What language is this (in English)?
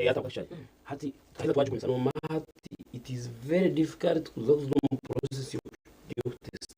Nyankole